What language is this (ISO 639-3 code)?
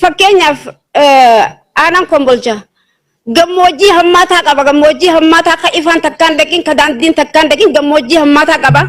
orm